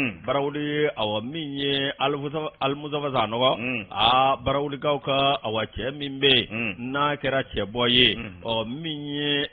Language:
Bambara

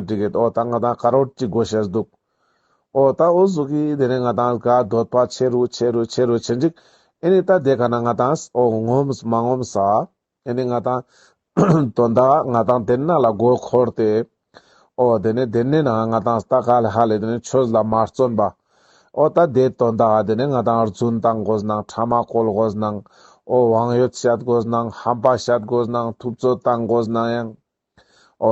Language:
Ladakhi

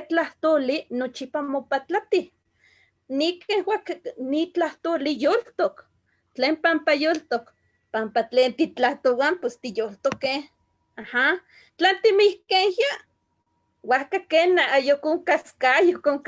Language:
Eastern Huasteca Nahuatl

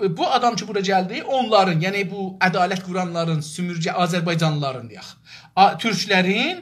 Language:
South Azerbaijani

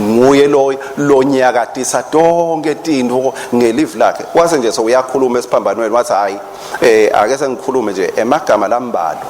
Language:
Swati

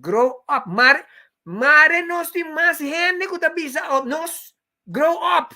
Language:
Papiamento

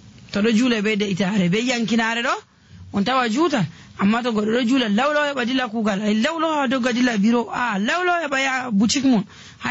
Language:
Nigerian Fulfulde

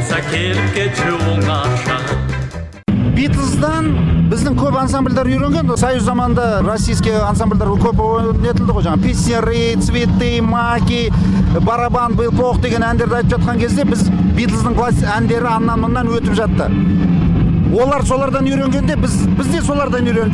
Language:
Kazakh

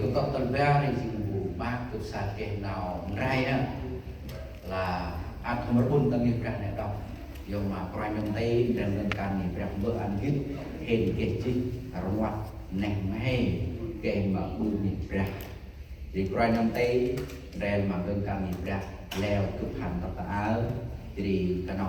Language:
Central Mnong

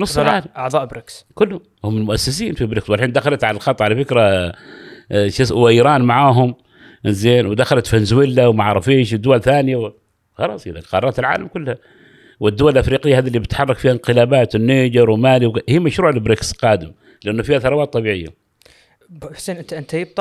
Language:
Gulf Arabic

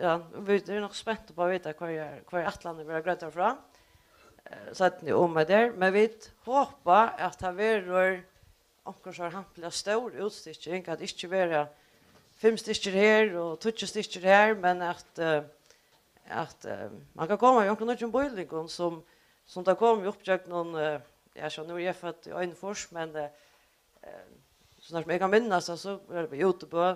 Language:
Faroese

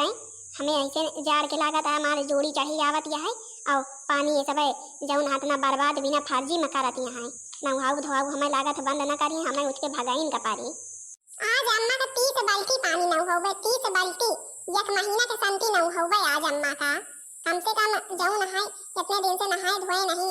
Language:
Awadhi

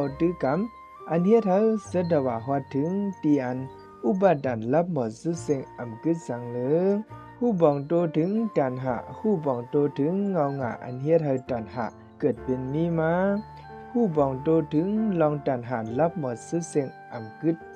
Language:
Shan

